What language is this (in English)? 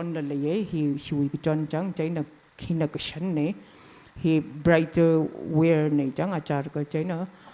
Tangkhul Naga (India)